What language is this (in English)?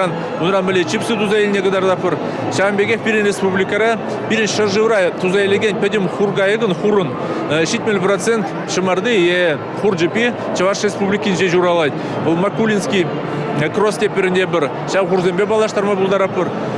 Chuvash